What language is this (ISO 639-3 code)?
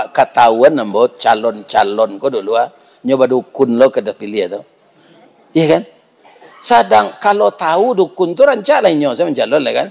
min